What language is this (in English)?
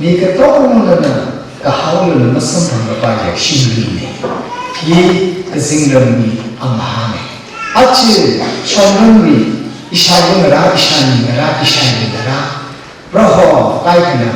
Tangkhul Naga (India)